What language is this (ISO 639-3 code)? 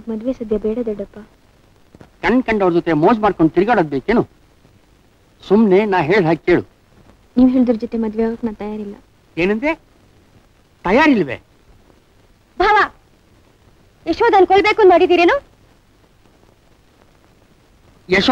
kan